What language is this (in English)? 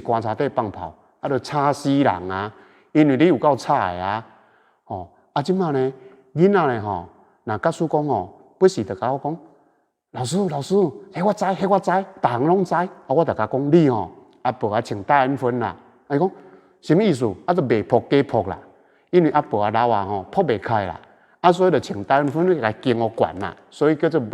Min Nan Chinese